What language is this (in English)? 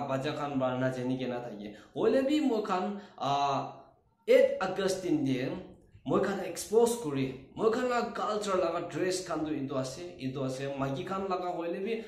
Naga Pidgin